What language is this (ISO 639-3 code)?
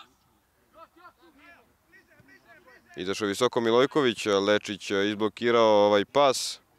srp